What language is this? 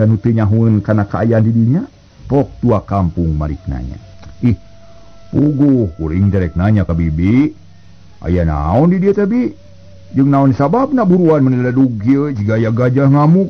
Sundanese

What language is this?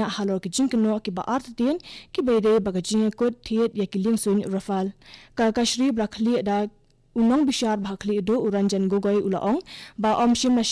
Khasi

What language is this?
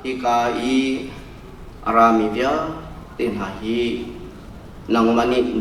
Hakha Chin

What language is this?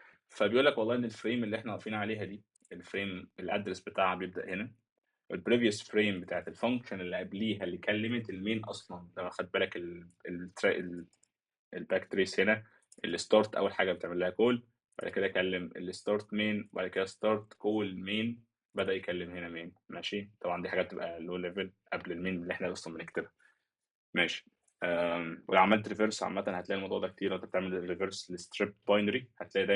Egyptian Arabic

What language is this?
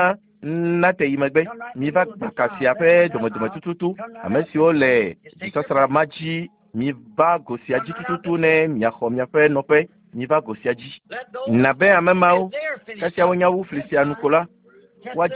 Ewe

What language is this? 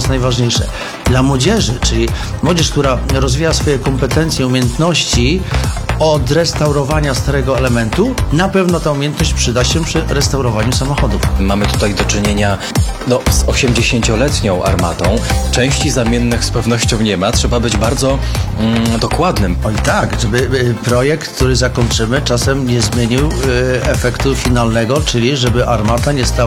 Polish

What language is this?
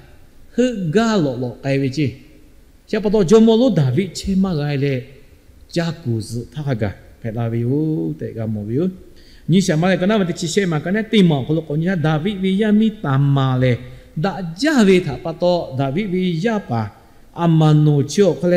Lahu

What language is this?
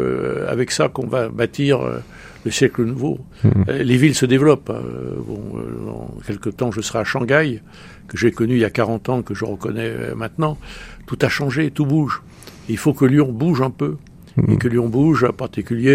French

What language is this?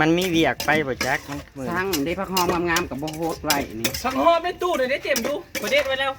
Northeastern Thai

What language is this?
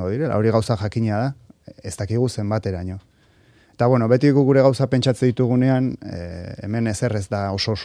Basque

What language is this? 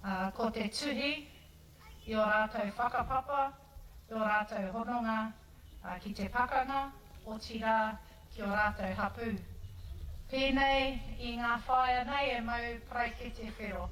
Māori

